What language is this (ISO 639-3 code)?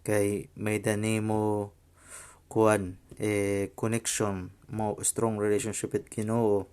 war